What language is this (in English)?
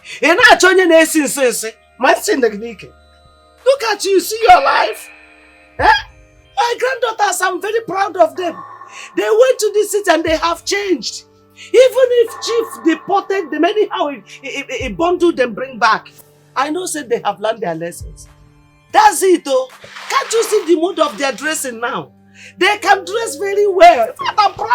Nigerian Pidgin